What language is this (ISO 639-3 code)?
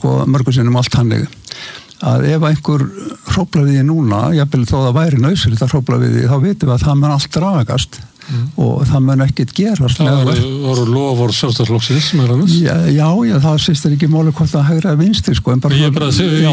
isl